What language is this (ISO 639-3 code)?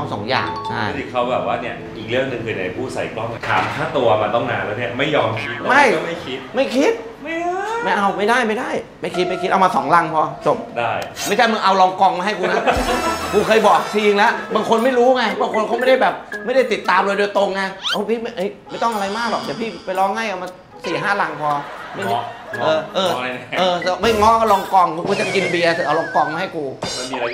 tha